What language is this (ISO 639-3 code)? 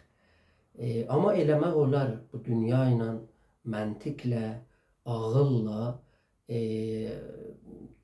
azb